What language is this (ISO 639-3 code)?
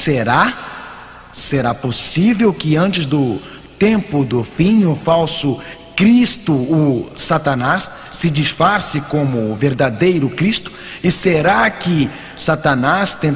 por